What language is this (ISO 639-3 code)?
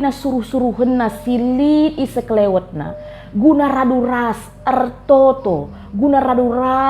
btx